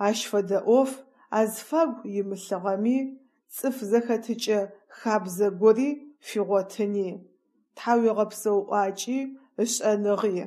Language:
Adyghe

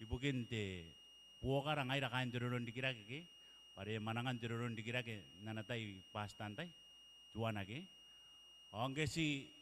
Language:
Gilbertese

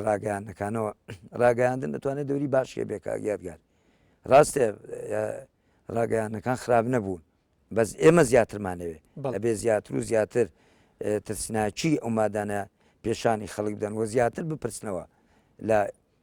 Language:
Central Kurdish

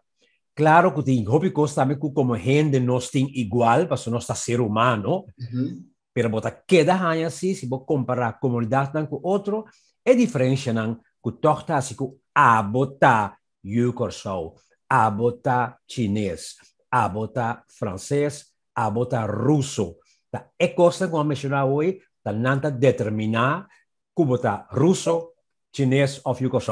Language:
Papiamento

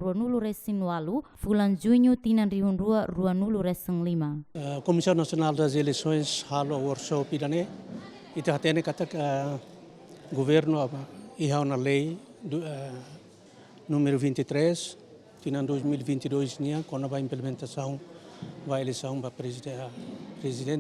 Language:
Tetum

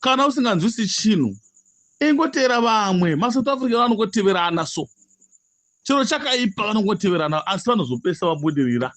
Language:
Shona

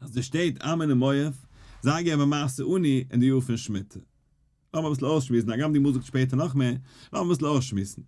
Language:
Yiddish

